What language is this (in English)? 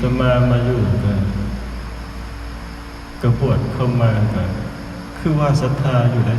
Northeastern Thai